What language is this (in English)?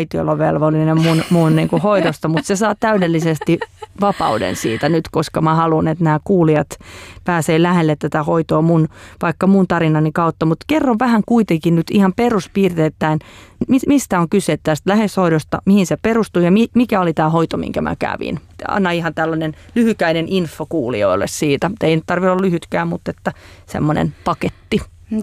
Finnish